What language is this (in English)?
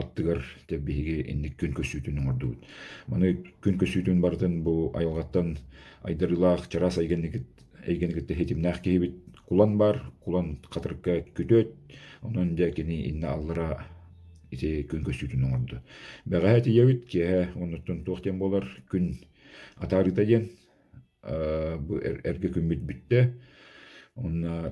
Yakut